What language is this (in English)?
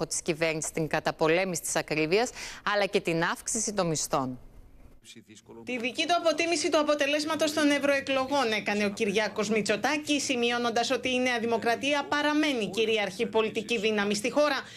Greek